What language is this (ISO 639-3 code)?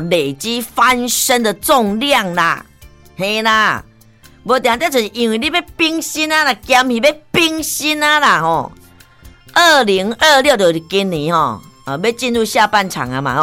nan